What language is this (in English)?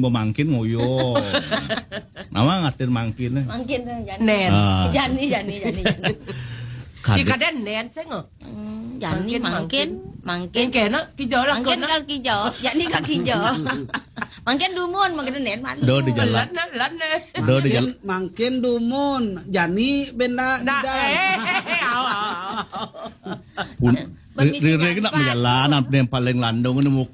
Balinese